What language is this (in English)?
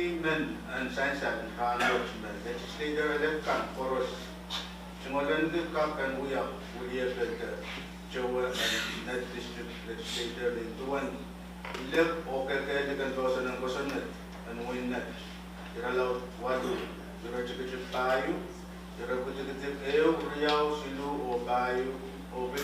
Pohnpeian